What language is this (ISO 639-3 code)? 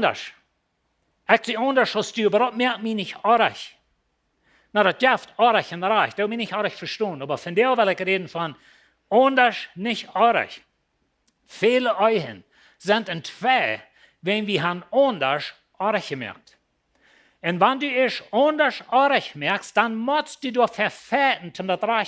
pdt